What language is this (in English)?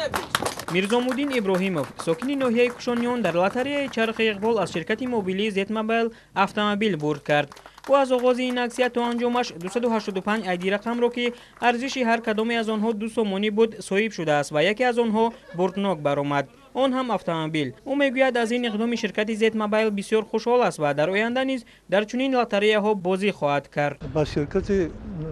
Tajik